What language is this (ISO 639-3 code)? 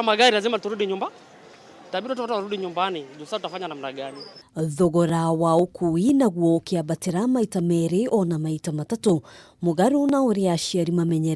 kik